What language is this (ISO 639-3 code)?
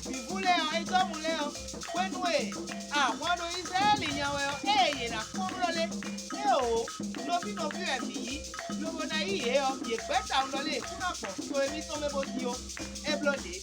fon